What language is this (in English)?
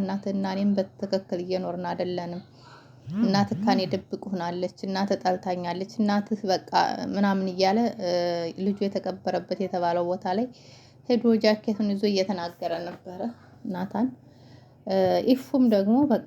Amharic